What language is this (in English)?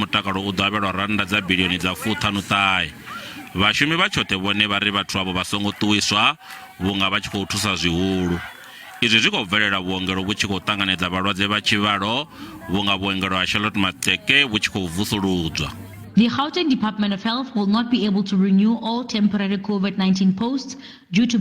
Venda